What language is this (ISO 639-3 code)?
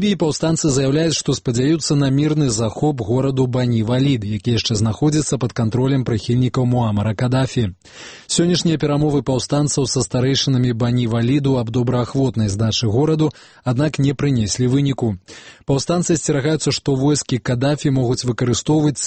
bel